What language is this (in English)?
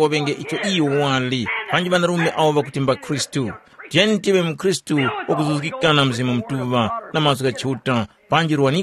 Tumbuka